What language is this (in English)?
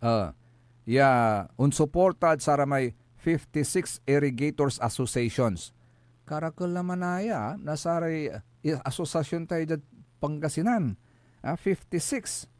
Pangasinan